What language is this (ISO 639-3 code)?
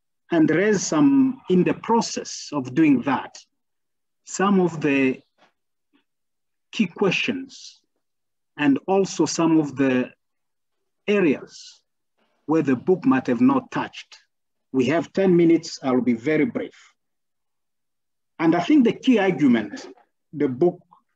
eng